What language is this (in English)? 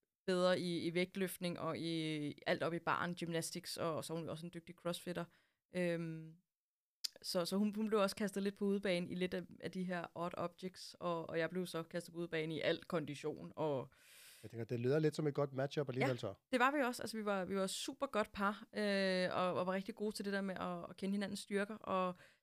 Danish